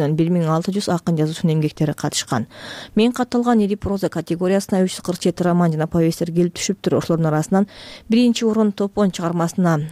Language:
Kyrgyz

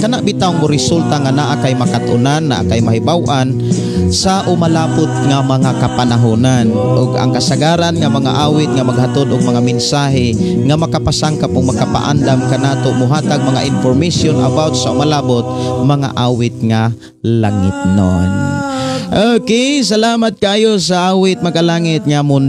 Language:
Cebuano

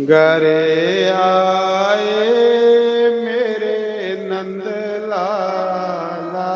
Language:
Dogri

